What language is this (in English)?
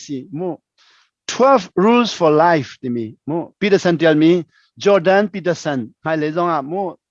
Hakha Chin